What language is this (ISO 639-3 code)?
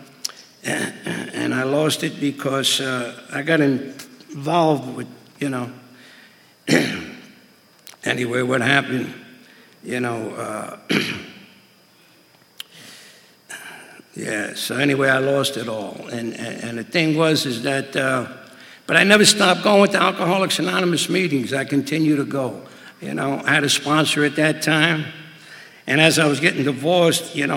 eng